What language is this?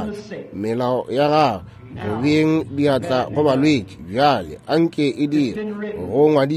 Northern Sotho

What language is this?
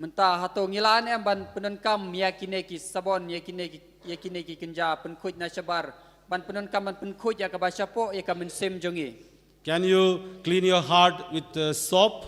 Khasi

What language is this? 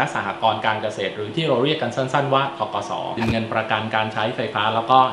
Thai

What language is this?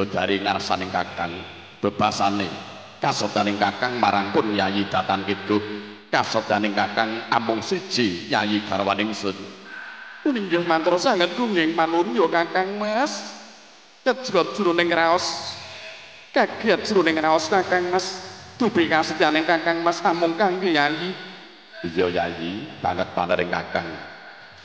Javanese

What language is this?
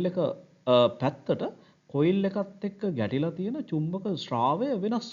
Sinhala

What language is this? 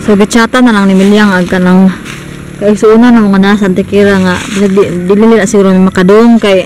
Cebuano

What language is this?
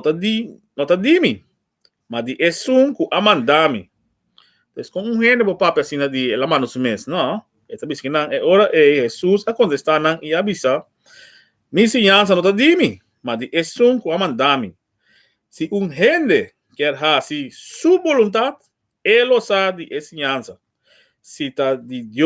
Papiamento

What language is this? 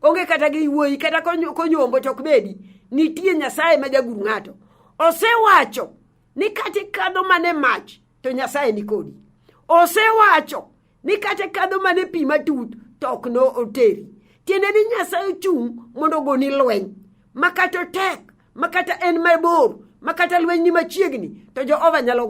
Luo (Kenya and Tanzania)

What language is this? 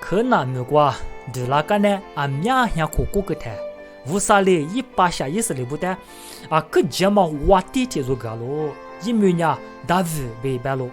Lisu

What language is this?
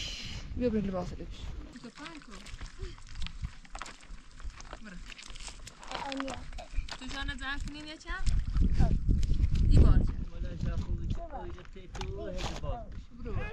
Persian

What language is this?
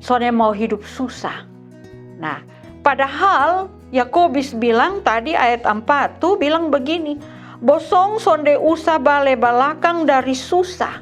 Kupang Malay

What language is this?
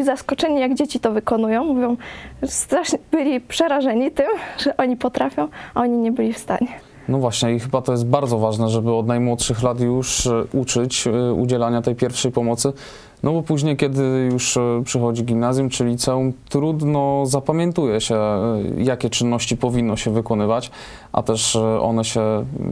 Polish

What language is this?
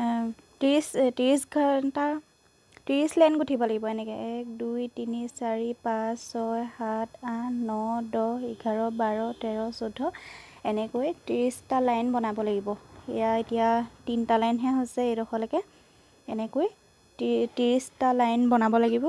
Assamese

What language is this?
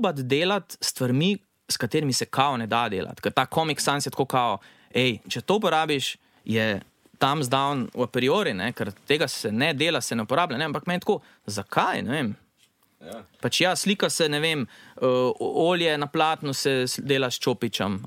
Slovenian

